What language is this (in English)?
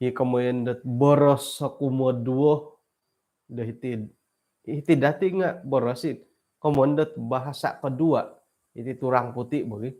Central Dusun